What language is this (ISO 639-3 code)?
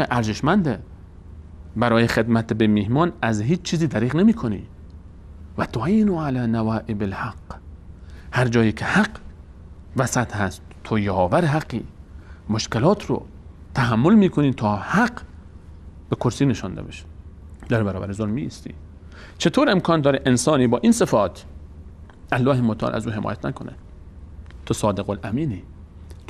fas